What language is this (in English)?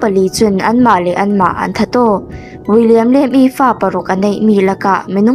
Falam Chin